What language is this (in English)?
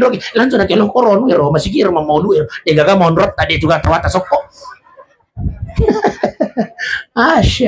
Buginese